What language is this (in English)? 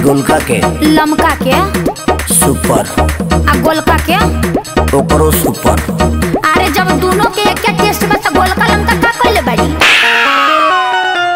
Bhojpuri